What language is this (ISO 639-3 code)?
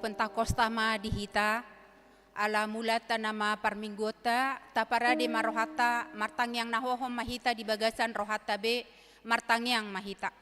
bbc